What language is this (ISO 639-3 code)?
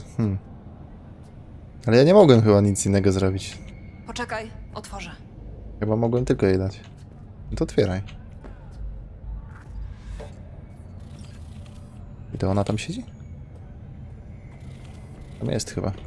pol